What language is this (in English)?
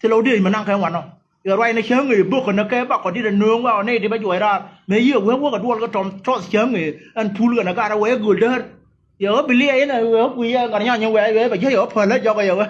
Nuer